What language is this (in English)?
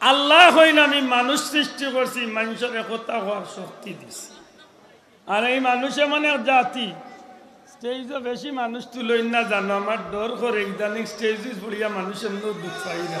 Sylheti